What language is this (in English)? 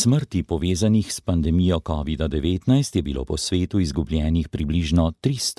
Slovenian